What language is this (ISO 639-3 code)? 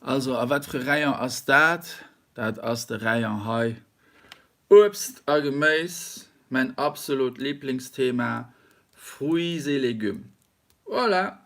ltz